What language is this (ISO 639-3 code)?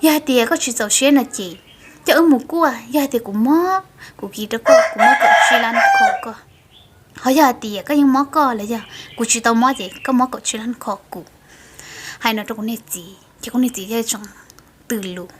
hmn